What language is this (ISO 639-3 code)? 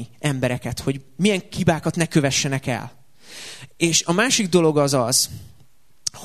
hun